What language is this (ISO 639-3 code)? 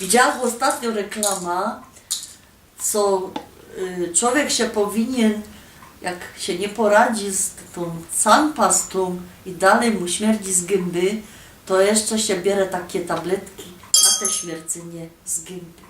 szl